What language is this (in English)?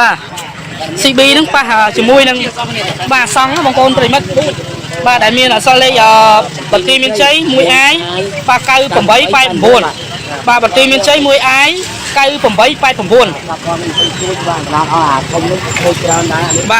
Khmer